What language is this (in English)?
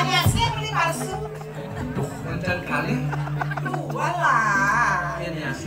Balinese